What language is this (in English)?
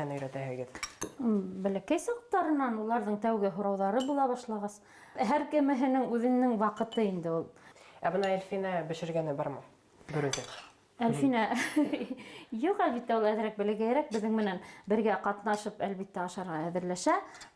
Bashkir